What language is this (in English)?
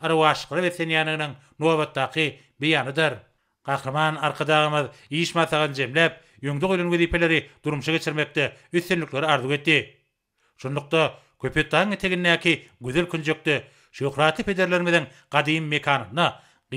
Turkmen